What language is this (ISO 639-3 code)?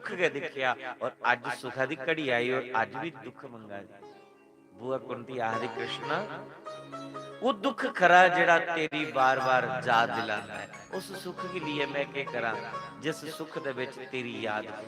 doi